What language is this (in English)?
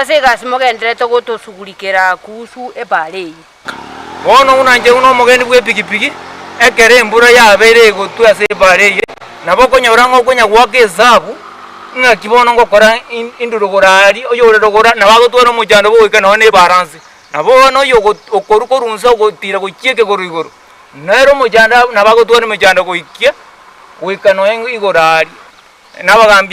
Gusii